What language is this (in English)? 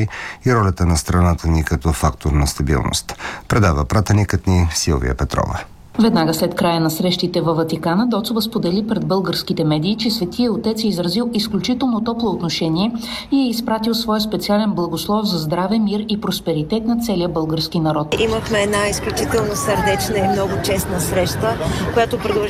Bulgarian